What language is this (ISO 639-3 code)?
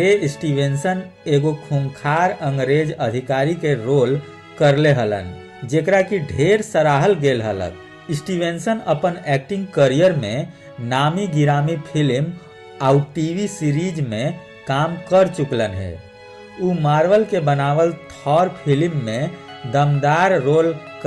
mag